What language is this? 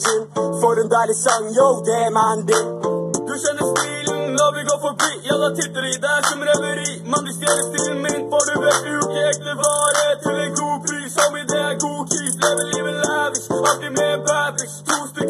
Norwegian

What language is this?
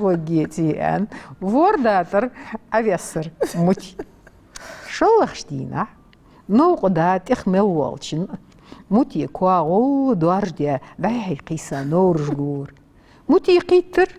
Ingush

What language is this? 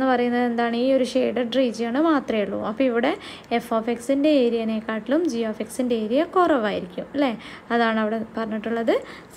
Malayalam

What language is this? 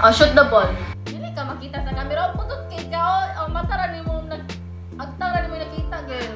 Cebuano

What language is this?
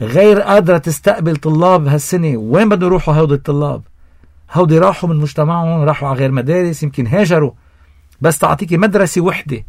North Levantine Arabic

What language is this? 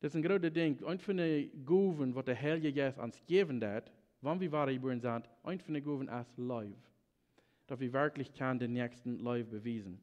Plautdietsch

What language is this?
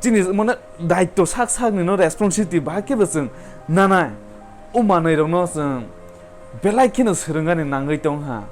Kok Borok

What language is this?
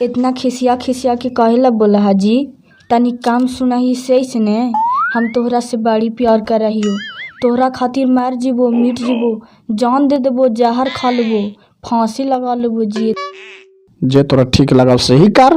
Magahi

